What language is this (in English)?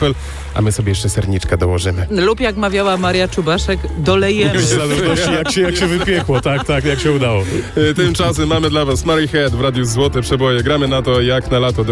Polish